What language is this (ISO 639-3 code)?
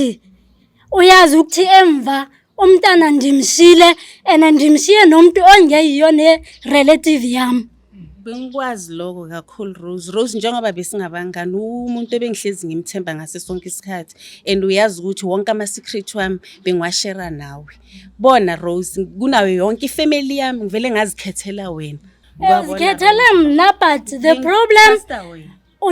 zul